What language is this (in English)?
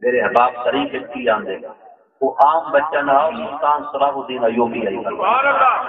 Saraiki